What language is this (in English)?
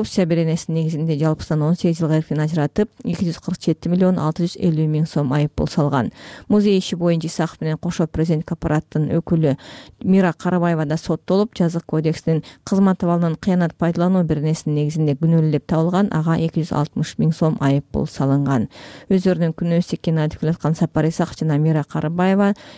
Kyrgyz